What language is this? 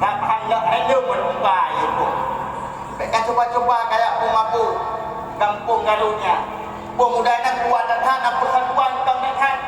Achinese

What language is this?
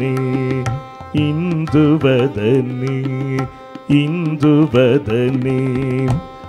Kannada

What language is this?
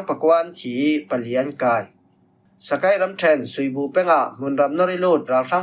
Falam Chin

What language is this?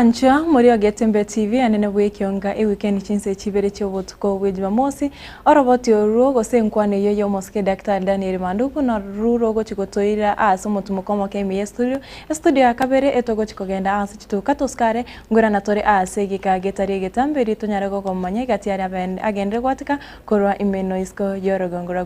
Gusii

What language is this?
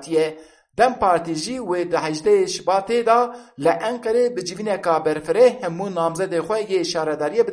Kurdish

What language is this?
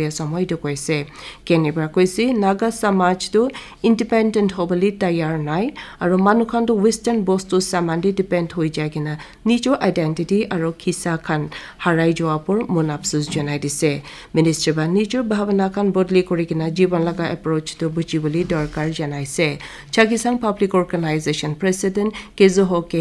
Naga Pidgin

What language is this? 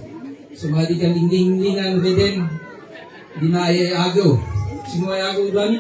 Kankanaey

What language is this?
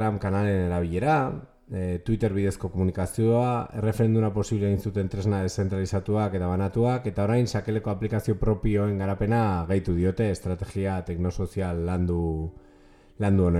Basque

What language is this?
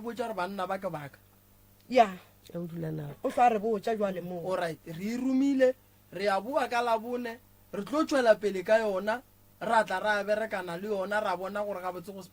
Northern Sotho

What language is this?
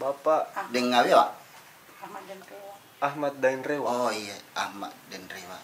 Makassar Malay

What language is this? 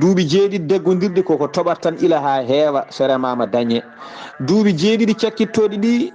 Fula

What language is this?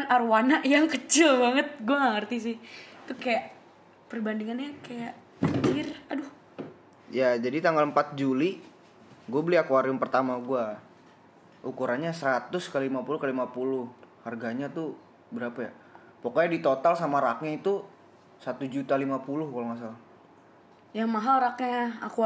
Indonesian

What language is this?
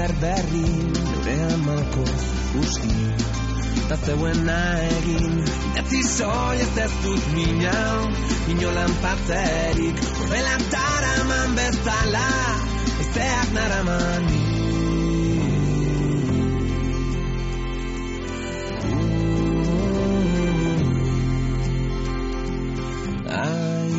Basque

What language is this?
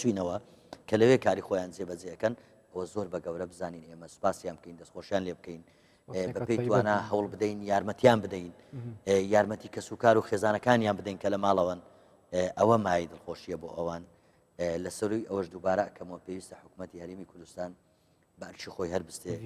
Central Kurdish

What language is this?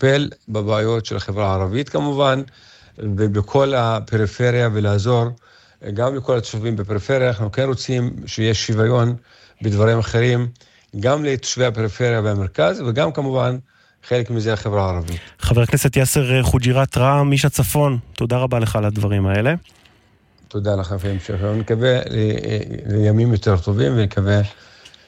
Hebrew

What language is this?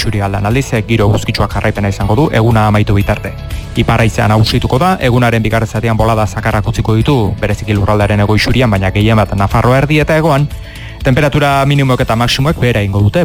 Basque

